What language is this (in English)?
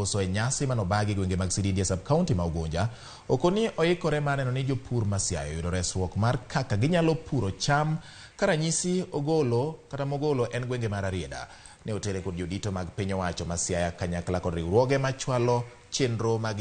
Luo (Kenya and Tanzania)